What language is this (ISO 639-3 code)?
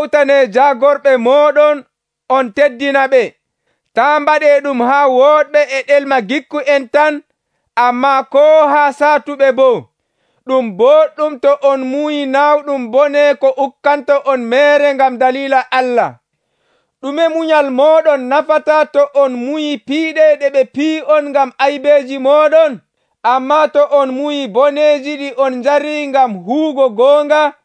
fuv